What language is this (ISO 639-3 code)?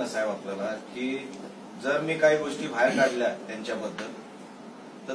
mar